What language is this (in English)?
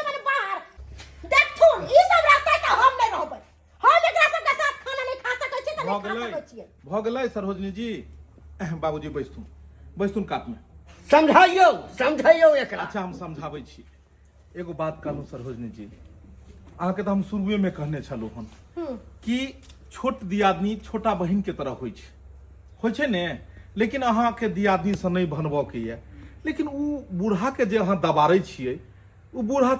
Maithili